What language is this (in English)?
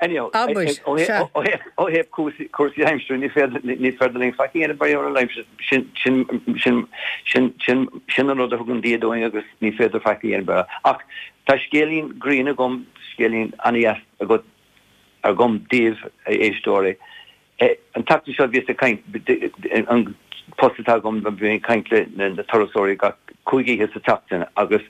Irish